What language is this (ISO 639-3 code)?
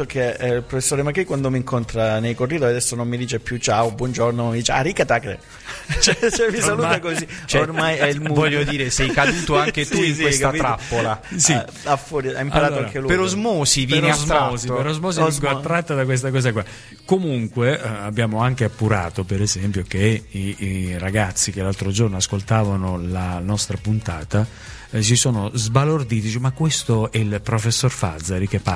ita